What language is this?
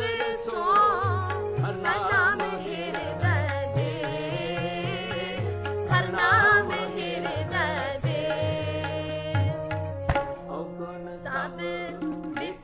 Punjabi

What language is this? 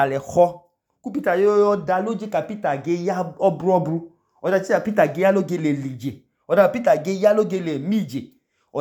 Idoma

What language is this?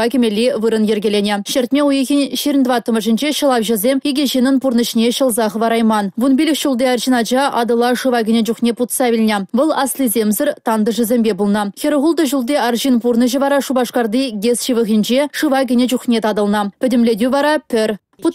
Chuvash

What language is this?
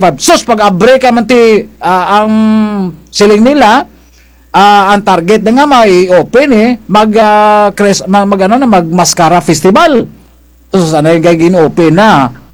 Kinaray-a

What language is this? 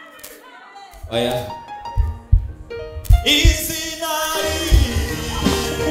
Kinyarwanda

